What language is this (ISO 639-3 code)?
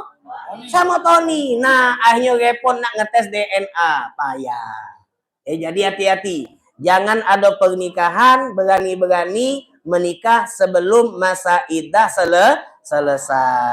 mui